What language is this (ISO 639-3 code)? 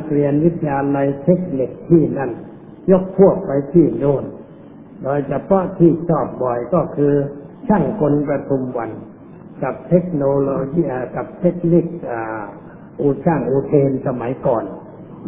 tha